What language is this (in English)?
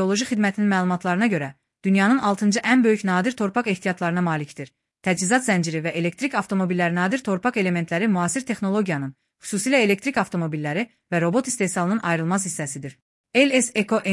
Azerbaijani